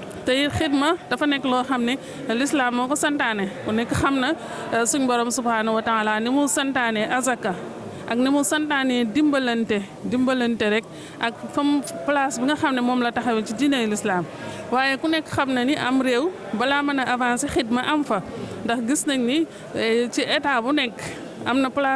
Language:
Wolof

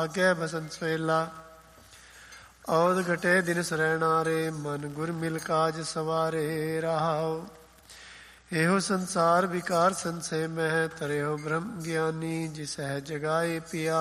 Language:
Punjabi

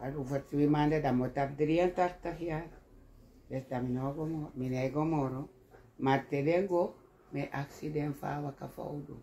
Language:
Sranan Tongo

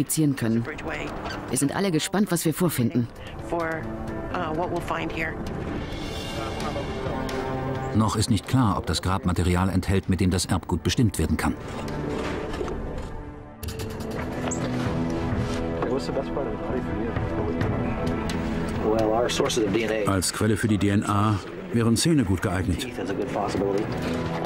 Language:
German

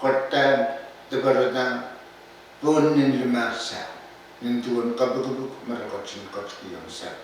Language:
Pohnpeian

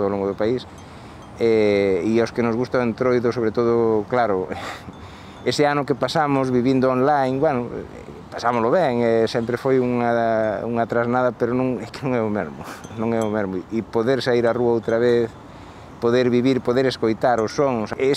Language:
Galician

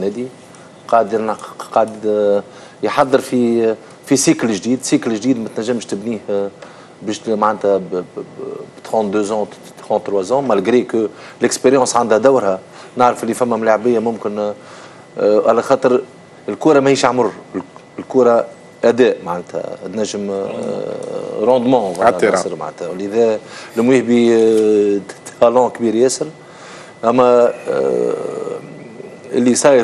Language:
Tunisian Arabic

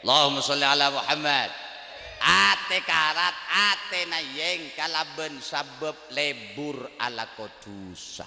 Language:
Madurese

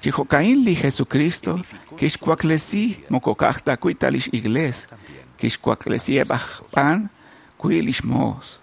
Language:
Kekchí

